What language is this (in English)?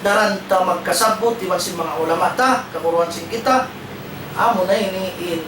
Tausug